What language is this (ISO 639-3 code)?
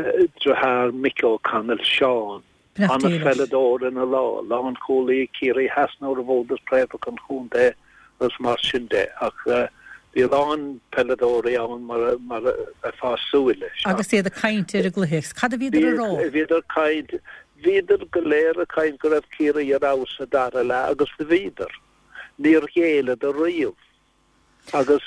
gle